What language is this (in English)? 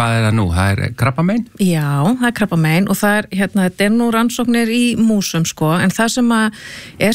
Icelandic